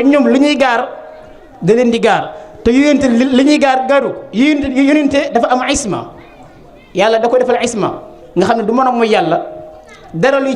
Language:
Wolof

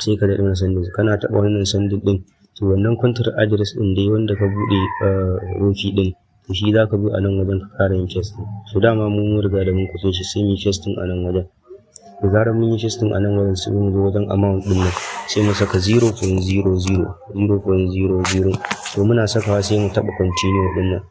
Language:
Hausa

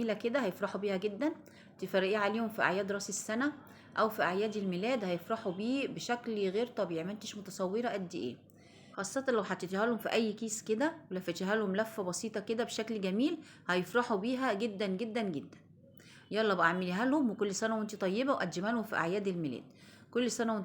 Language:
Egyptian Arabic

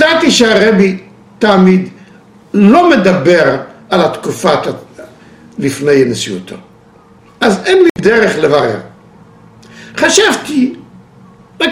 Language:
Hebrew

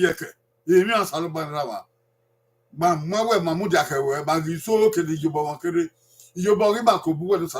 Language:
Bini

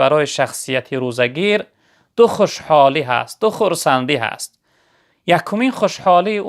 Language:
Tajik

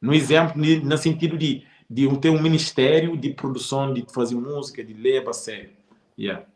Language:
Kabuverdianu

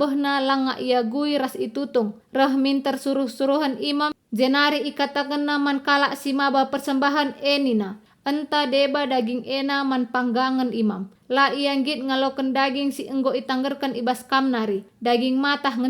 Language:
Batak Karo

